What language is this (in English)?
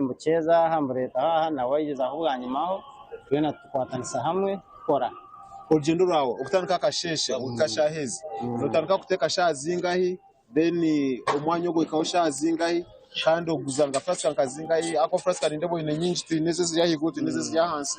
Nyankole